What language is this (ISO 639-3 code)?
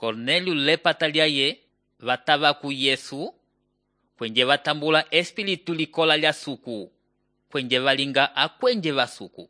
umb